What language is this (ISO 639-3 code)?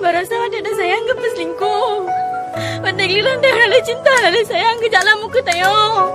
ace